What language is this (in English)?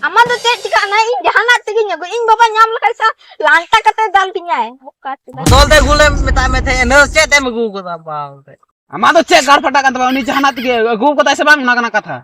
Santali